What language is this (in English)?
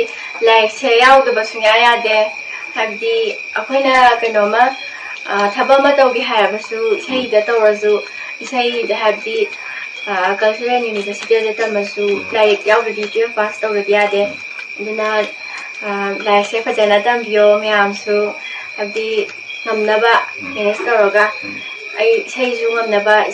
Manipuri